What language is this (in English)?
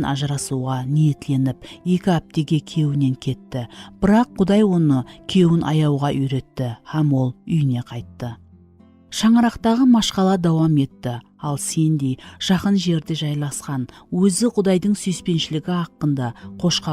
Kara-Kalpak